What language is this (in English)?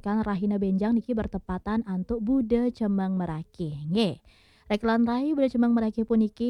Balinese